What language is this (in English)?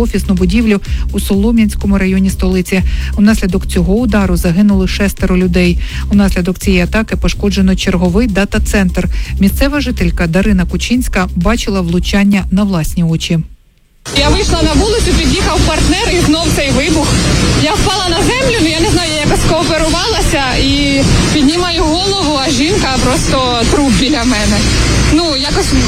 Ukrainian